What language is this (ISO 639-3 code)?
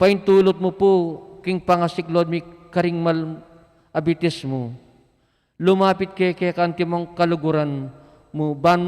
pam